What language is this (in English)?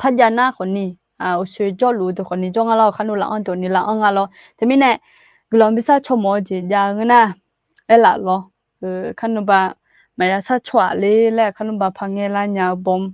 Akha